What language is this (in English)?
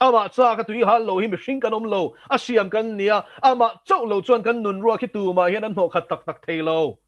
Mizo